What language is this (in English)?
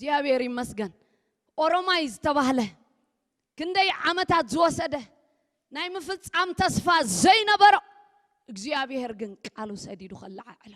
Tigrinya